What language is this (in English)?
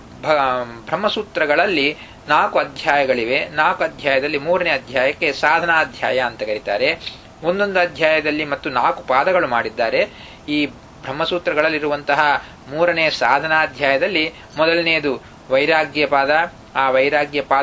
Kannada